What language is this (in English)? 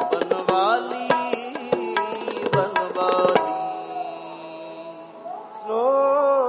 Punjabi